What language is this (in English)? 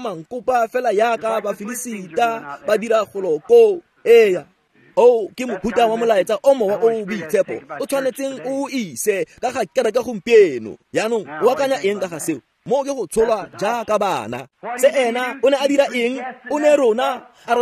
Tswana